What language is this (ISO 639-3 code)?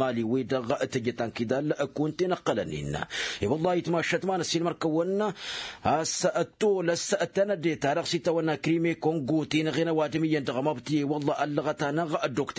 taq